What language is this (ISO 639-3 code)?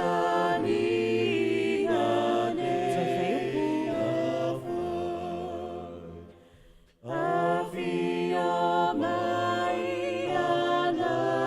smo